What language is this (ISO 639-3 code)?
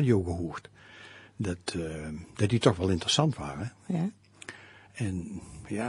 nld